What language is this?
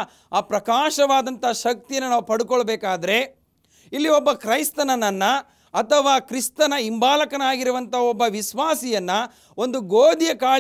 Kannada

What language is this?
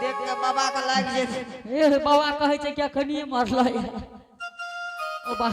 Angika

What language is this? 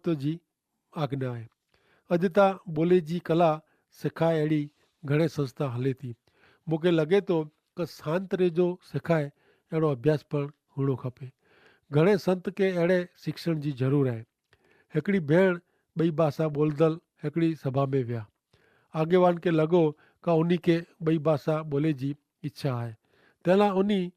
Kachhi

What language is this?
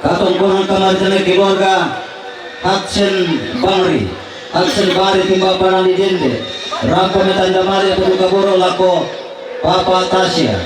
Toraja-Sa'dan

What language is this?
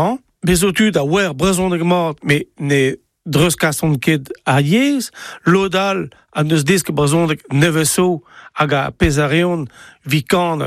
Breton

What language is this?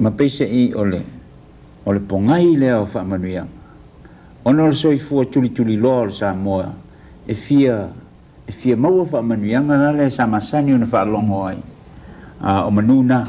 Samoan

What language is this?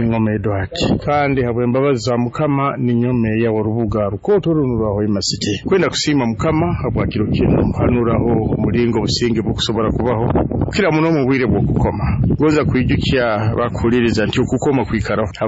Nyoro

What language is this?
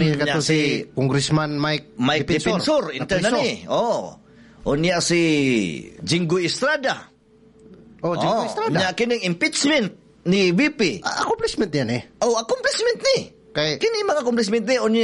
Cebuano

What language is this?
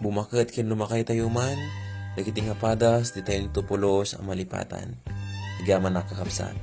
Iloko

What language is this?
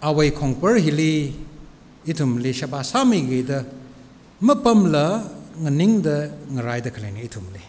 Tangkhul Naga (India)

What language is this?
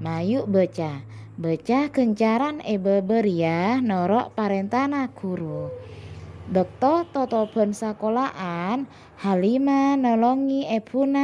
Madurese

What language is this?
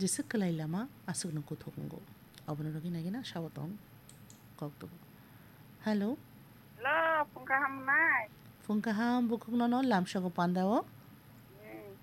Kok Borok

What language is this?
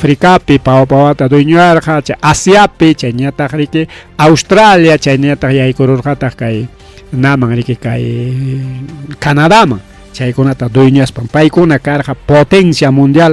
Ayacucho Quechua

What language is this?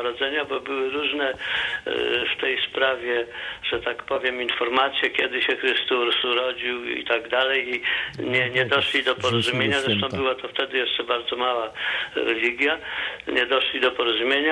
Polish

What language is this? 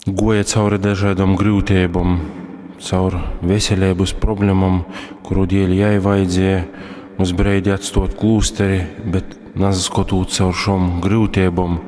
Latgalian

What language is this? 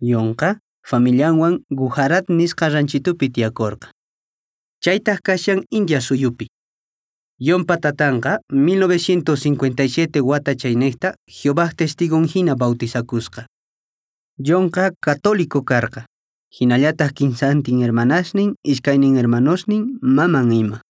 Quechua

